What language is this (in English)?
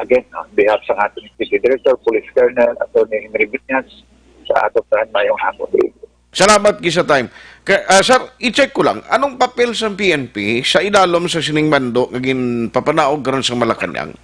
Hiligaynon